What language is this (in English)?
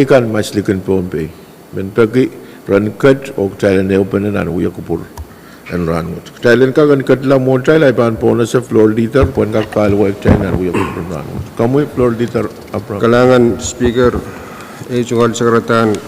Pohnpeian